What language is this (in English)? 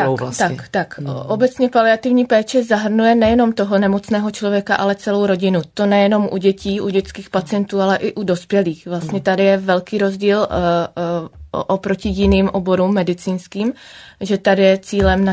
Czech